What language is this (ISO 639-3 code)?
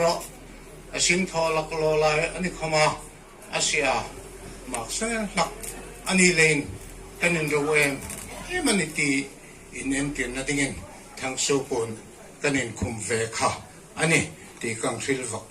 hmr